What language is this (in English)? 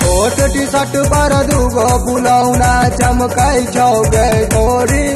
Maithili